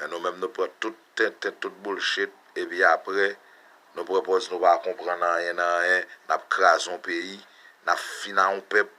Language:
Haitian Creole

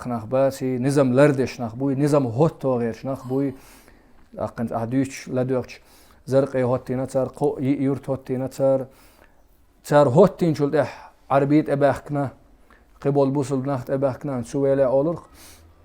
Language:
Chechen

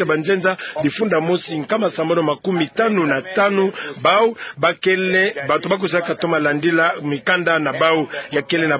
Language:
Kituba (Democratic Republic of Congo)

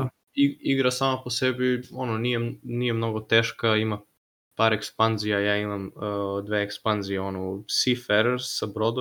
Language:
Serbian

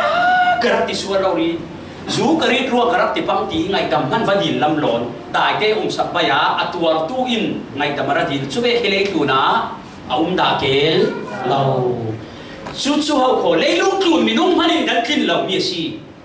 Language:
Falam Chin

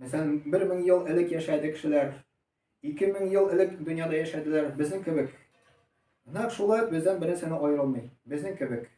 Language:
Tatar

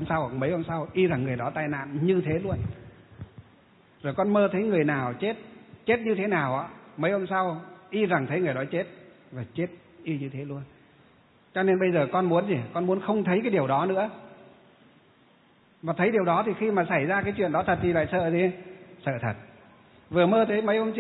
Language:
Vietnamese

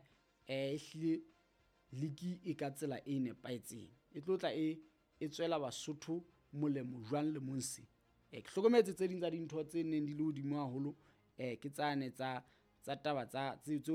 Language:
Southern Sotho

